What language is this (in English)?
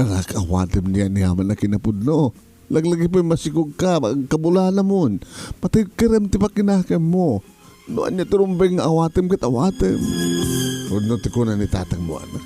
Iloko